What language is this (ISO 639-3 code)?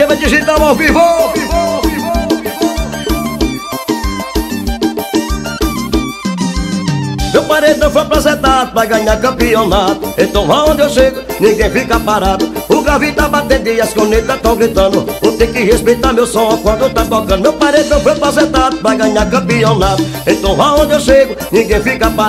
por